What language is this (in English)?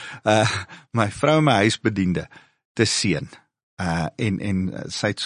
Afrikaans